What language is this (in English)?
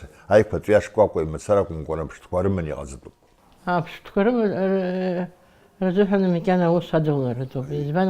Abkhazian